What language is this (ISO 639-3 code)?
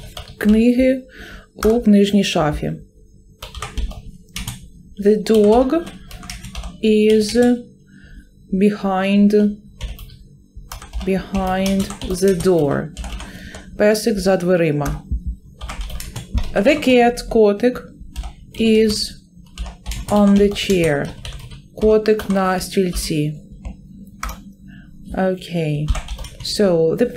ukr